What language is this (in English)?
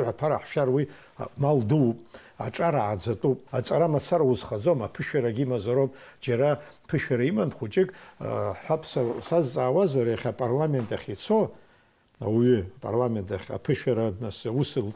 Abkhazian